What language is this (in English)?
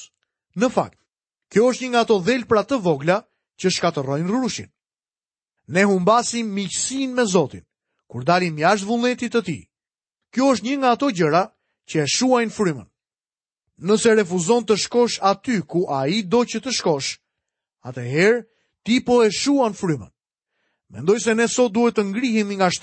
Albanian